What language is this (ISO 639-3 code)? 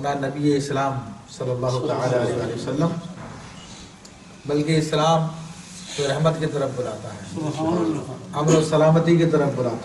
urd